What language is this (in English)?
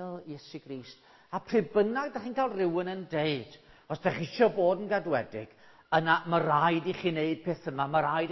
Welsh